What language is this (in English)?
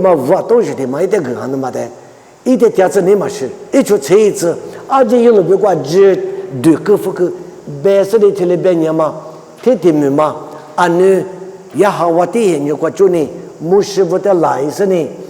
Lisu